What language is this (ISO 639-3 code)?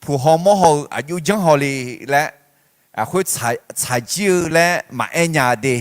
ahk